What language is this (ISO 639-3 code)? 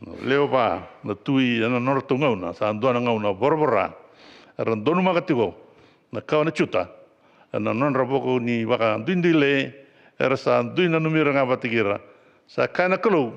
fij